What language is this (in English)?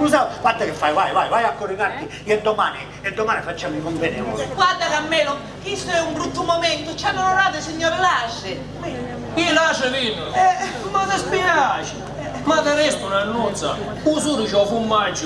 Sicilian